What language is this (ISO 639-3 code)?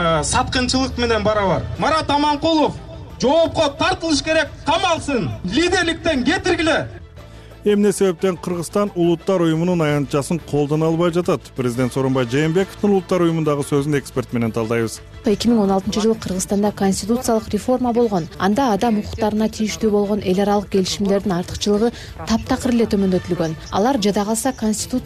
kir